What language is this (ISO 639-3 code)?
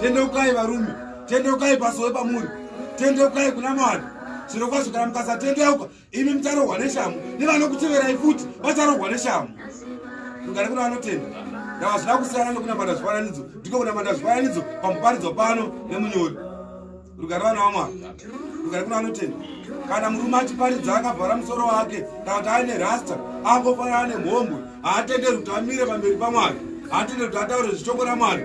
sna